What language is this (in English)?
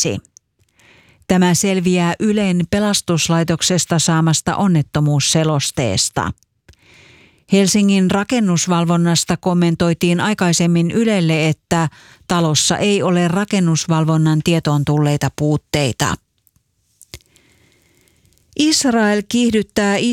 Finnish